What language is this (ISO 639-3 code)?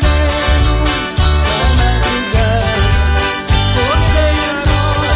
por